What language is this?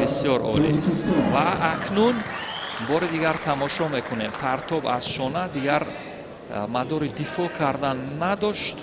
Tajik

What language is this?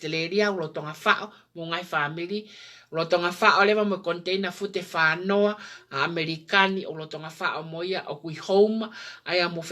Tongan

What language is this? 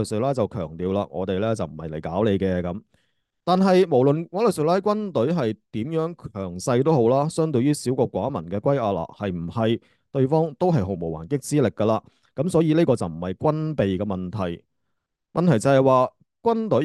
Cantonese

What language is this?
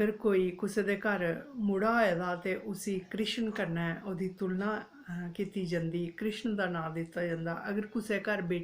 Dogri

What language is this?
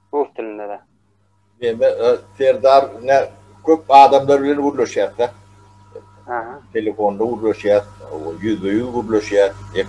Turkmen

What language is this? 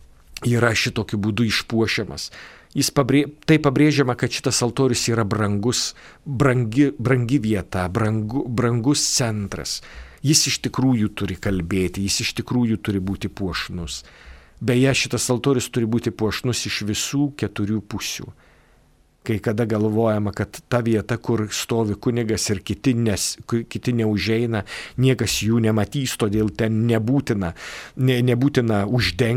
Lithuanian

